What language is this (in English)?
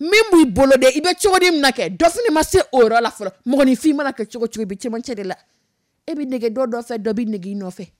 Dyula